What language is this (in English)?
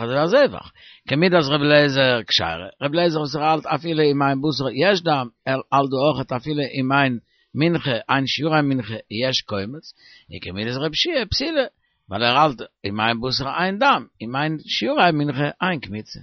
Yiddish